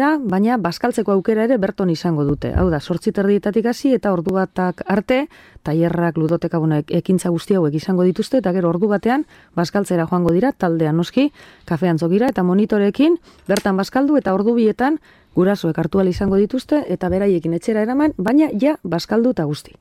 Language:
Basque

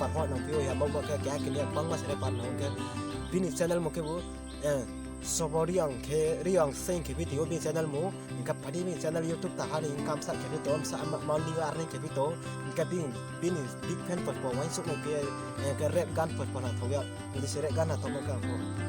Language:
Riang (India)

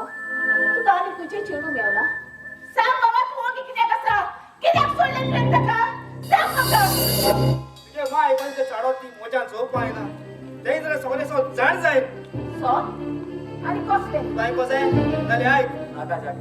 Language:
Konkani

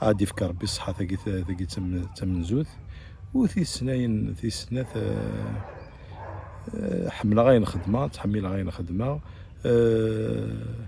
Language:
Kabyle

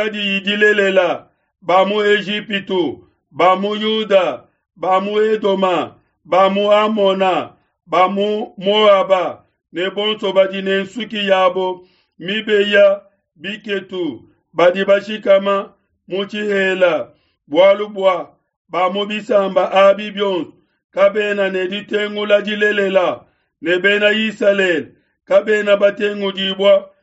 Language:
Luba-Lulua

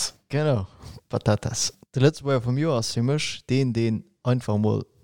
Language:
Luxembourgish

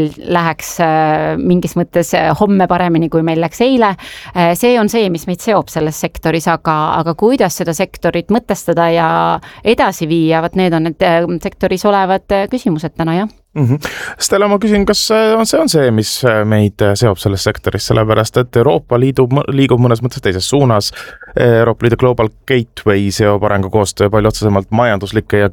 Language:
Estonian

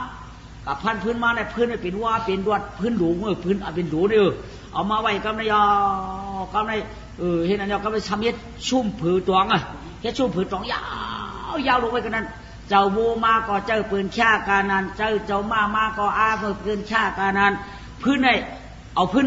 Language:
Shan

